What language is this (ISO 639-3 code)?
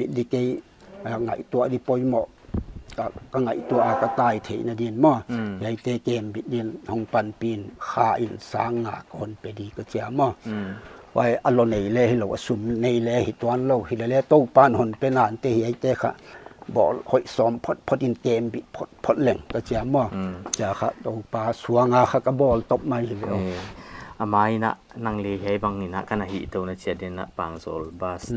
pck